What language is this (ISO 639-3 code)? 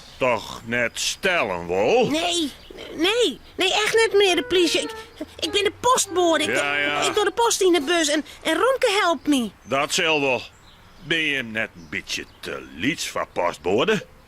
fry